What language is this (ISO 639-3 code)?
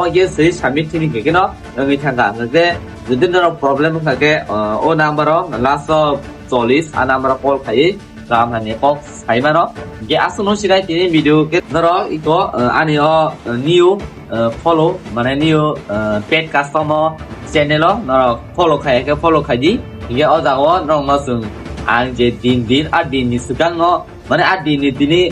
trp